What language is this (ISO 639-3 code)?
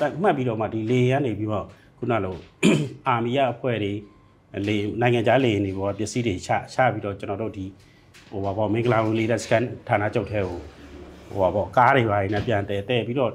mya